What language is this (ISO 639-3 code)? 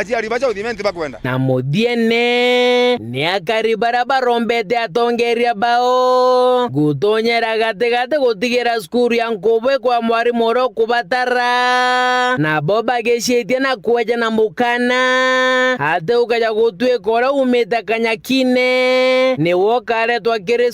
mer